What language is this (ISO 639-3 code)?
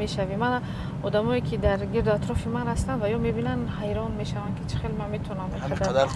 tgk